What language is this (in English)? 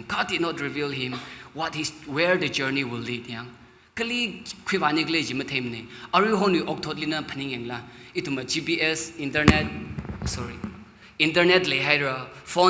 Tangkhul Naga (India)